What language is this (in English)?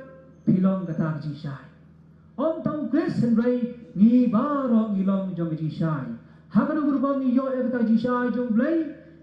Khasi